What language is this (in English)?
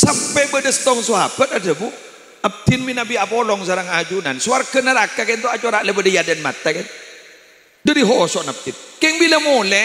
Madurese